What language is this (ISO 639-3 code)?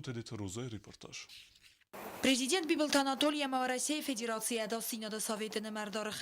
oss